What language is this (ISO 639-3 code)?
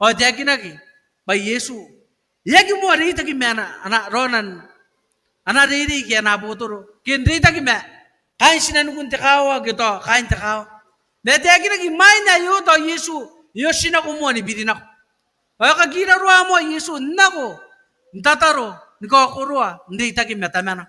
gil